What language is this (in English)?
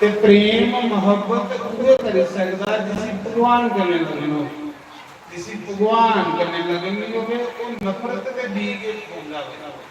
Dogri